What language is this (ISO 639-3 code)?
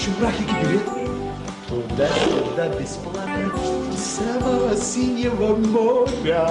chv